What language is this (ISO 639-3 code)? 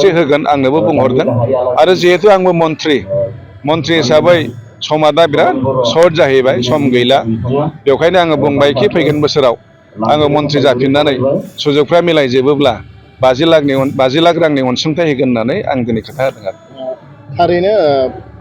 brx